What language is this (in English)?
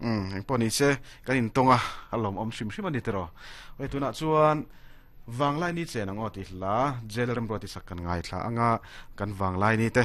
Mizo